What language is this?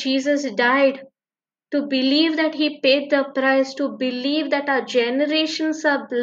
Konkani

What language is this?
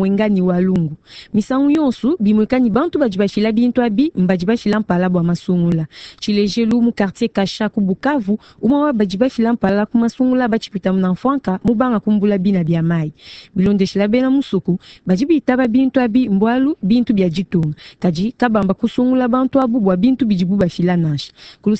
Luba-Lulua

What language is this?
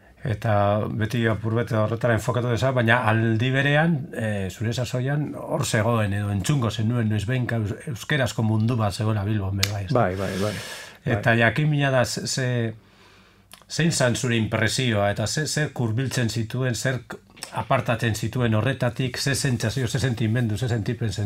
Basque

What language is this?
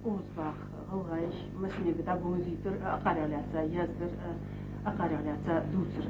Ingush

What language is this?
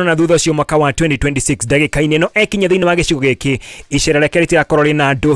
Kikuyu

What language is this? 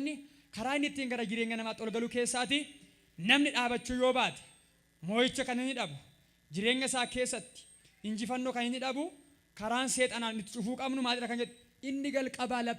Oromo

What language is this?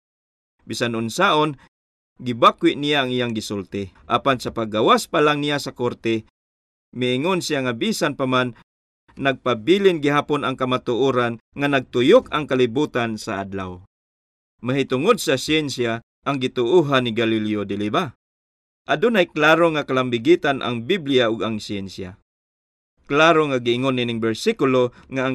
Cebuano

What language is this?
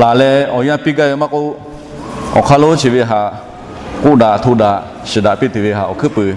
Lahu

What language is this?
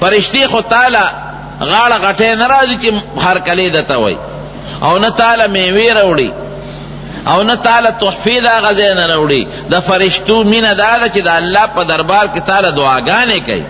Pashto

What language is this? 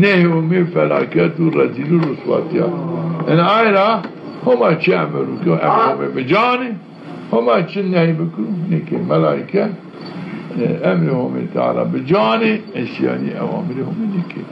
Zaza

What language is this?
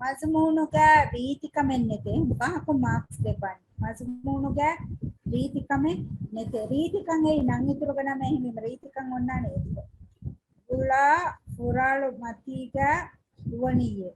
Divehi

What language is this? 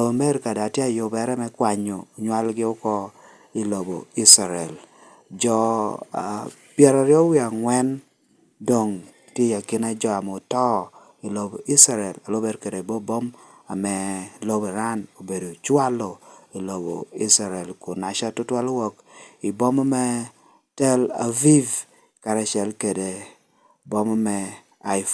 Lango (Uganda)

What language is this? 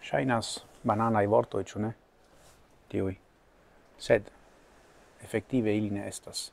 Esperanto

